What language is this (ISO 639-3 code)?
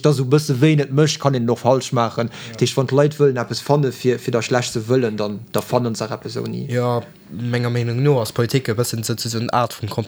ltz